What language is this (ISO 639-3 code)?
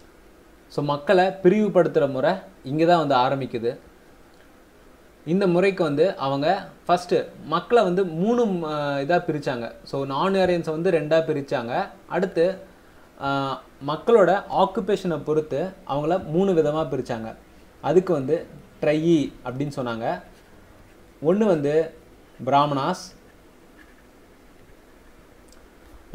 tam